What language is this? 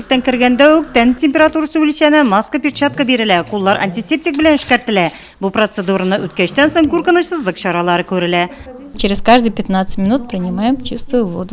Tatar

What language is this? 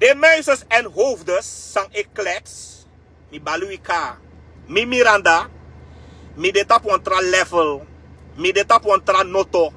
Sranan Tongo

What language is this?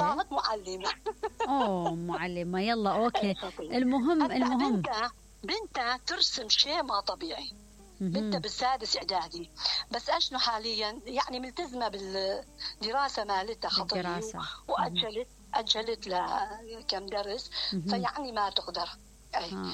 Mesopotamian Arabic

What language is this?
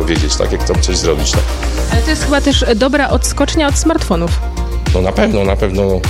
Polish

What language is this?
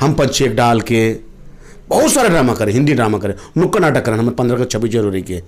Chhattisgarhi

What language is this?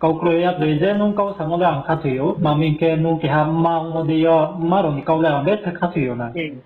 Riang (India)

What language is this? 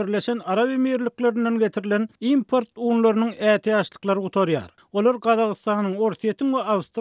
Turkmen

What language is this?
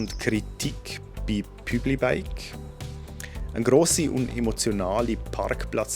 Swiss German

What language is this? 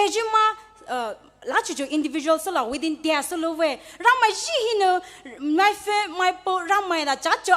Poumei Naga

